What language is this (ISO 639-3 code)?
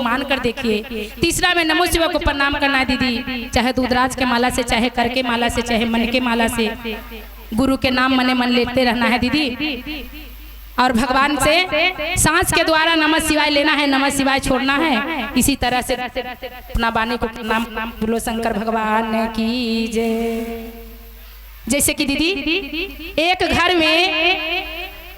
mag